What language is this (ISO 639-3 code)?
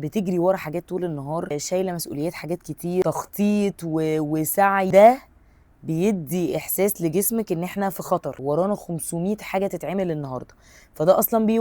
arz